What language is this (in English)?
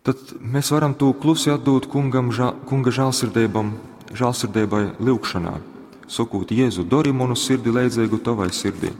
Latgalian